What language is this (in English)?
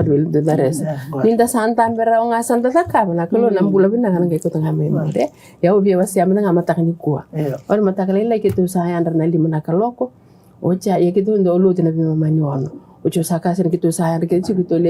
Fijian